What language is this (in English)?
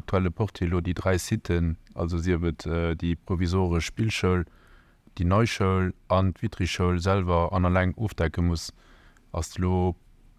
Luxembourgish